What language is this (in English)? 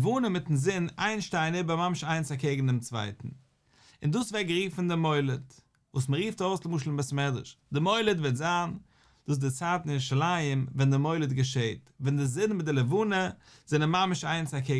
Yiddish